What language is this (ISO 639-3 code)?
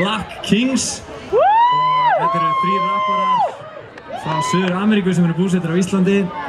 isl